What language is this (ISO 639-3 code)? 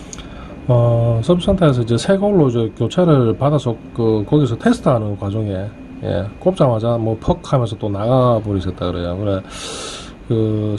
kor